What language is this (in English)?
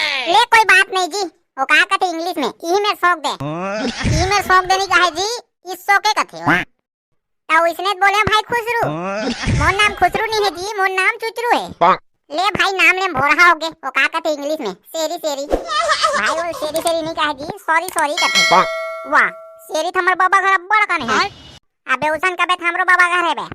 Chhattisgarhi